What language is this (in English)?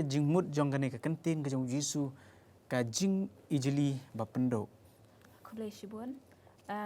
Khasi